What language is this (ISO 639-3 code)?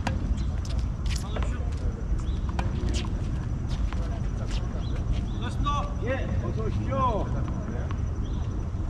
kor